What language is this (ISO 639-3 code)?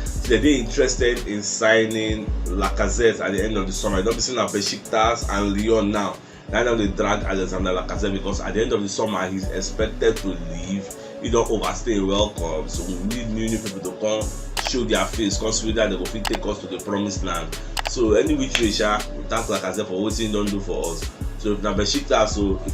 pcm